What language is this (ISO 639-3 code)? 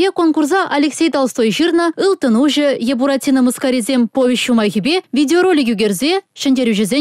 chv